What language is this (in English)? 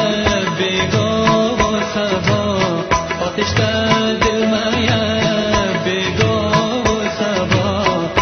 Persian